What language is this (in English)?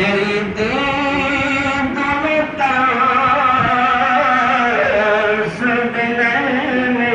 Saraiki